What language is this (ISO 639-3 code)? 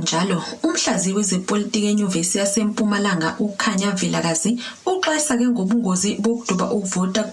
zul